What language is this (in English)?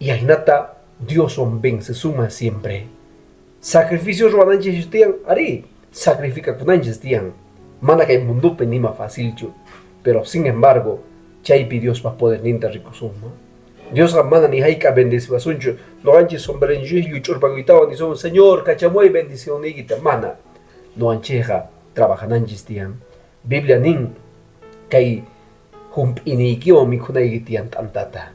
Quechua